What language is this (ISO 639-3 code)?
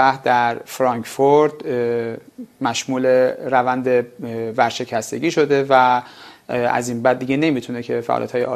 fas